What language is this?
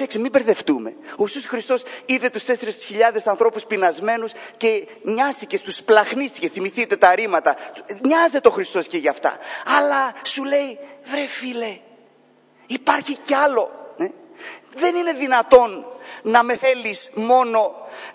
Greek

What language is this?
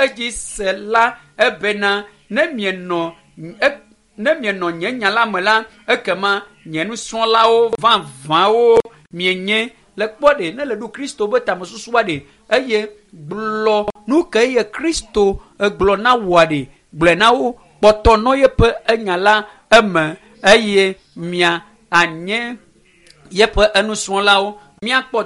Ewe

